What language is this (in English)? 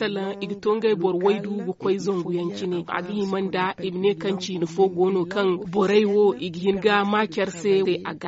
Zarma